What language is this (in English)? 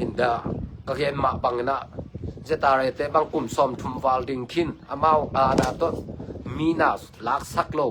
Tedim Chin